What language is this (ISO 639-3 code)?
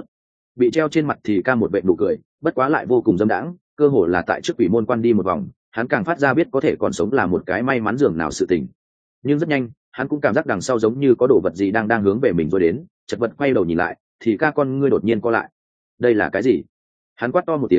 vie